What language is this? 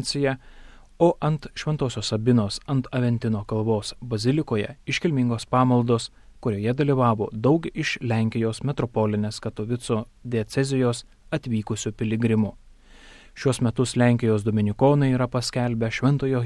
Lithuanian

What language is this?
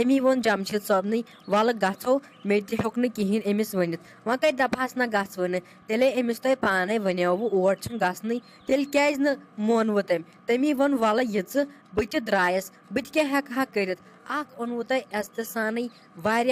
Kashmiri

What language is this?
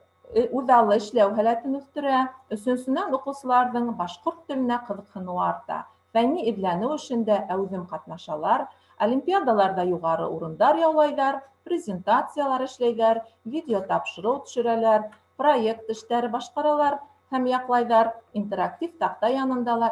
Bashkir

